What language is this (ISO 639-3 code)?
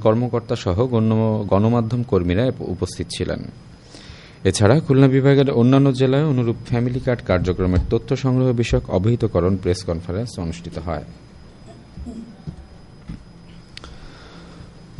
ben